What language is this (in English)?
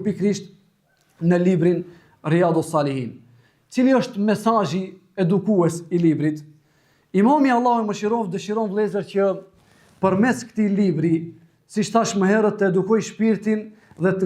Albanian